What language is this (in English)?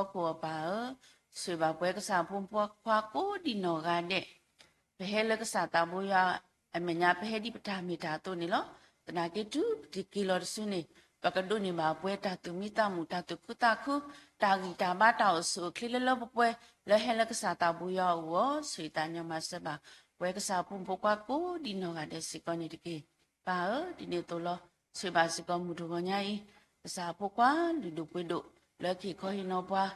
S'gaw Karen